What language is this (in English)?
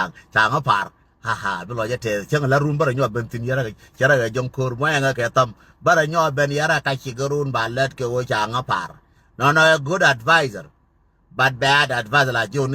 Nuer